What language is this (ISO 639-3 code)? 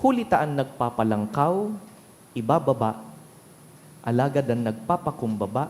bik